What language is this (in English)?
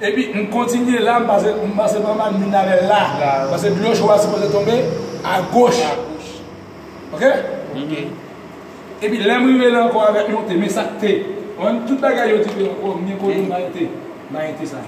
Haitian Creole